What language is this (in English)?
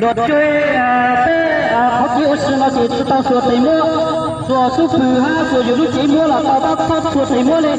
Hmong